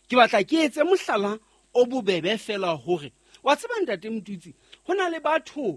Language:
Southern Sotho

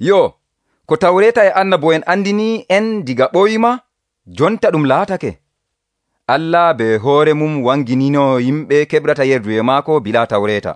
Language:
Nigerian Fulfulde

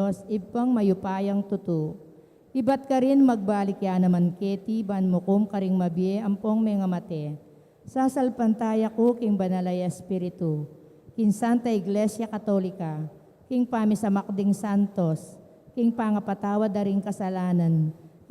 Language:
Pampanga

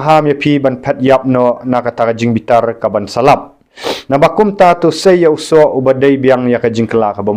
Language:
Khasi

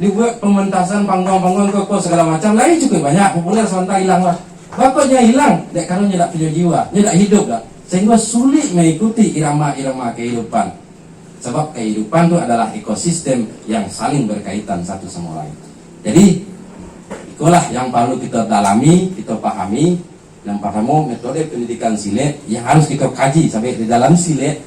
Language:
Minangkabau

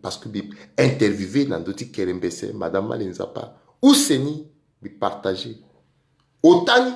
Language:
Sango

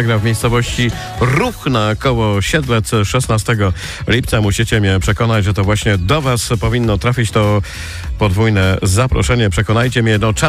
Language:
Polish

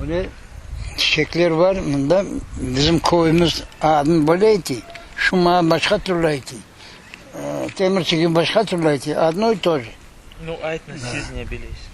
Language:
Crimean Tatar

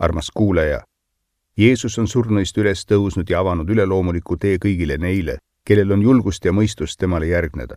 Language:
Estonian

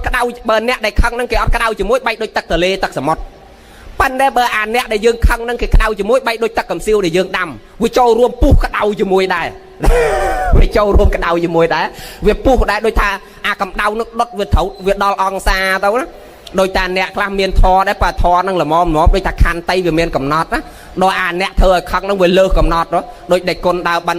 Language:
Khmer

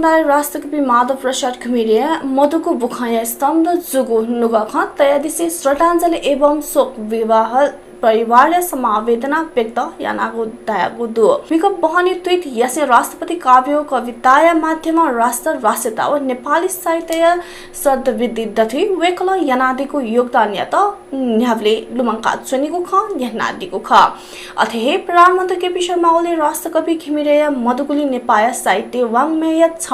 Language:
Newari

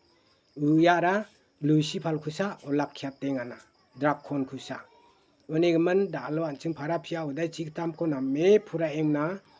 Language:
Garo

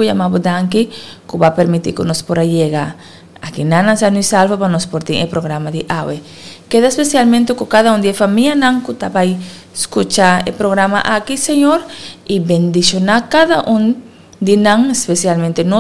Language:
Papiamento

